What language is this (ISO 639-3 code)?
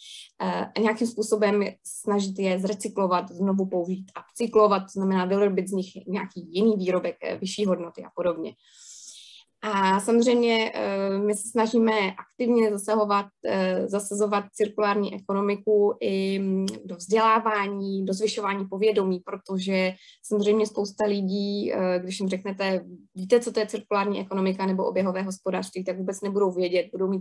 ces